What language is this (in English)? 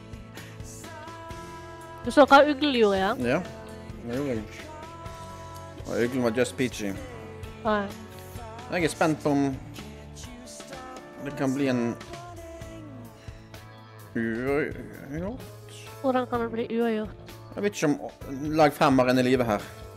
Norwegian